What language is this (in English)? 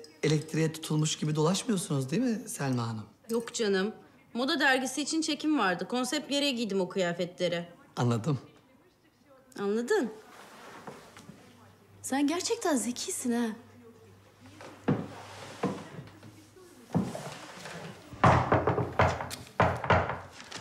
Turkish